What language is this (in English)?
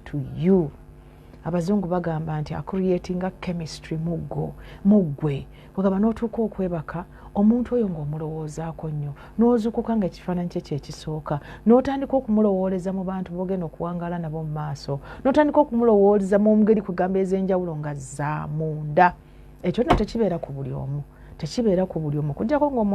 Ganda